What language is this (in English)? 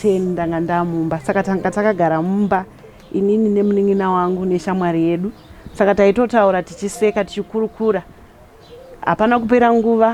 Shona